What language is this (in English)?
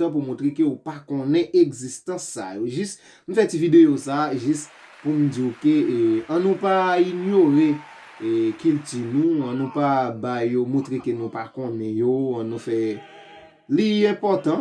Haitian Creole